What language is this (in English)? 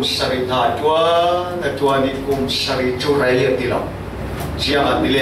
Falam Chin